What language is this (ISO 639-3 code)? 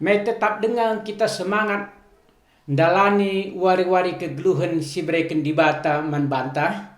btx